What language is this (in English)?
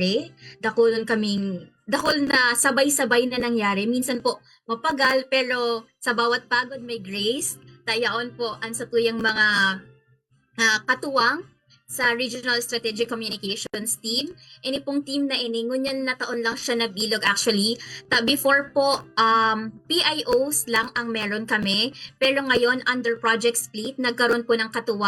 Bikol